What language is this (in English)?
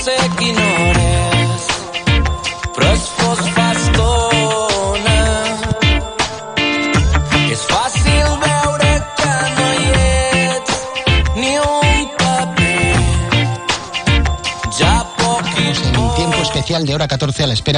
Catalan